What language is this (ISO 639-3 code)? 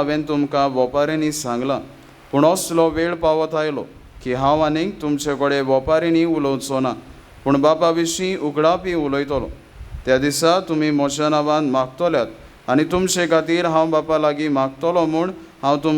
kok